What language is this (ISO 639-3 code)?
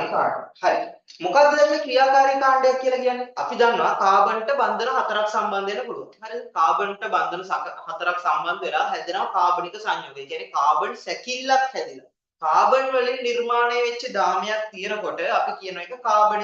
sin